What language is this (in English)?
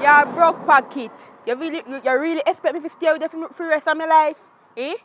Jamaican Creole English